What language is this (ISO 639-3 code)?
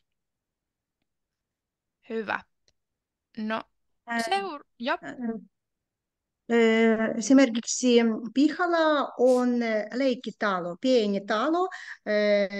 fin